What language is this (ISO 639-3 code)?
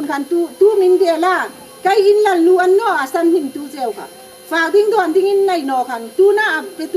hmr